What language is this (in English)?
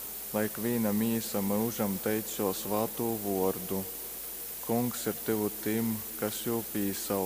Latgalian